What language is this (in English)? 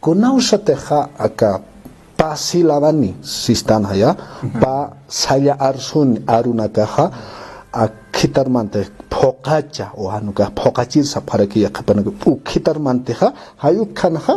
Aymara